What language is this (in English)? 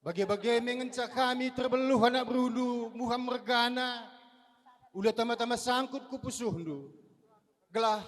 Batak Karo